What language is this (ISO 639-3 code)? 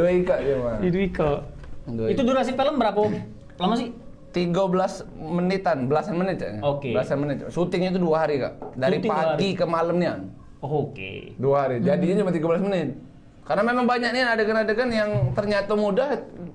mui